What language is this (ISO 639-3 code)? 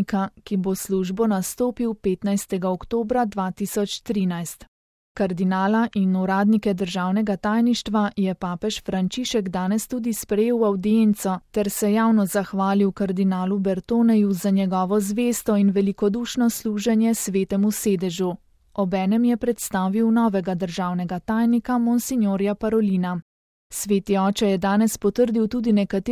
slv